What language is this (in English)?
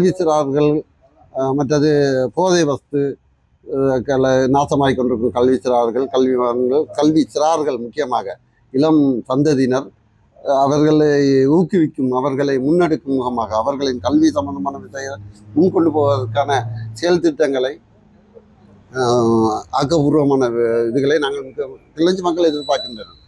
Tamil